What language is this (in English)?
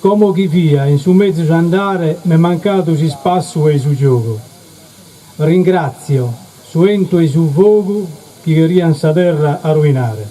Sardinian